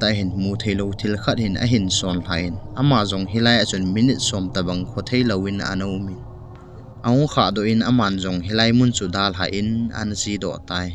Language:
Thado Chin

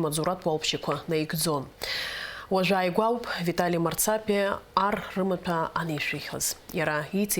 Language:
Abkhazian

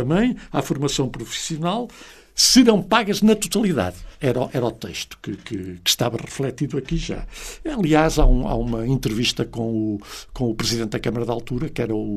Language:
Portuguese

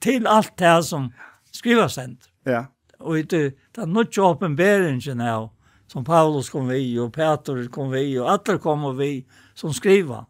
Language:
Faroese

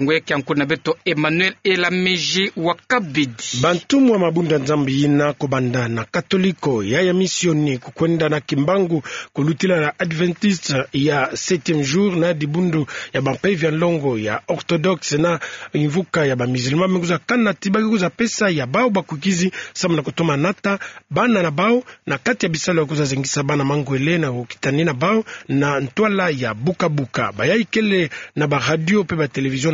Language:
Kituba (Democratic Republic of Congo)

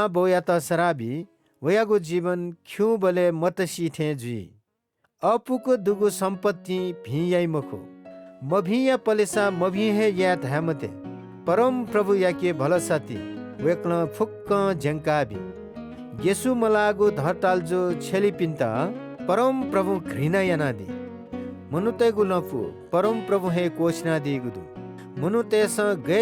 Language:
Newari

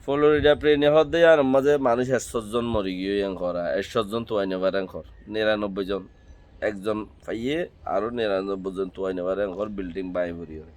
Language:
Rohingya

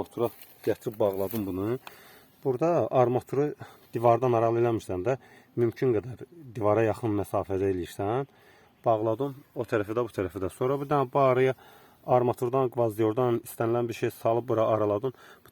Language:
Azerbaijani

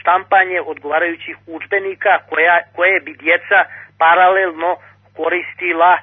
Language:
Serbian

